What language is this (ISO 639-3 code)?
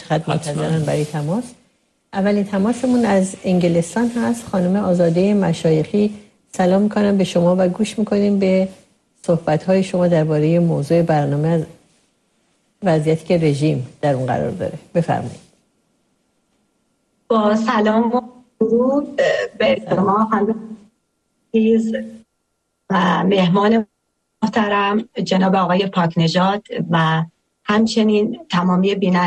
fas